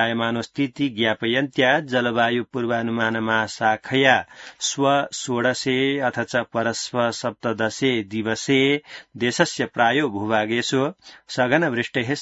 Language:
Sanskrit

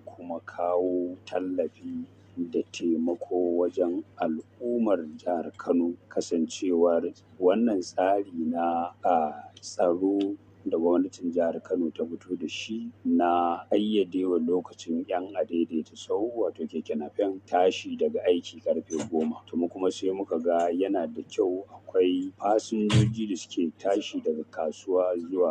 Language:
Hausa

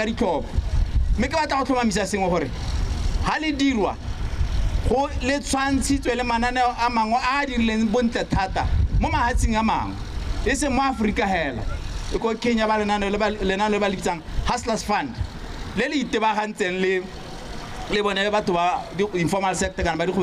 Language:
Tswana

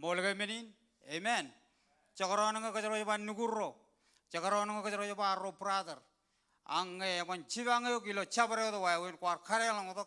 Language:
Marshallese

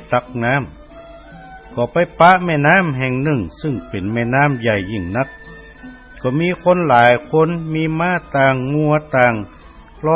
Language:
Northern Thai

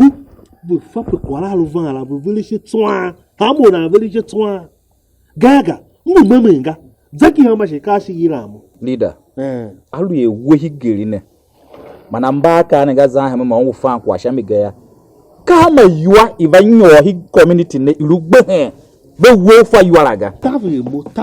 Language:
Tiv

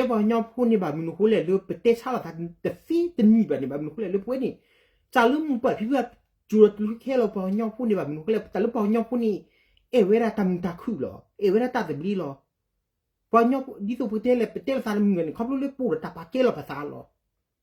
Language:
S'gaw Karen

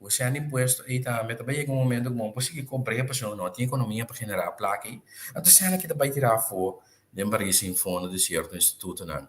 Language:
Papiamento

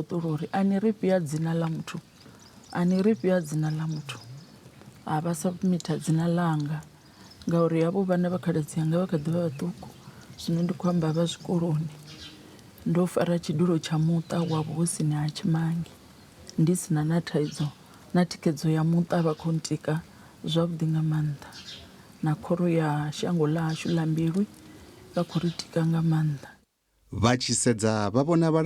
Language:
Venda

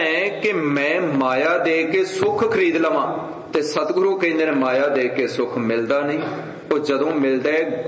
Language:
Punjabi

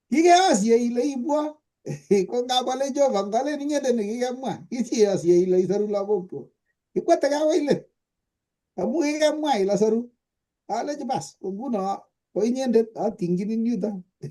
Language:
Kalenjin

